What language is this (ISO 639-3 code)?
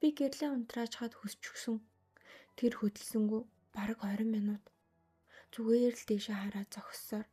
mon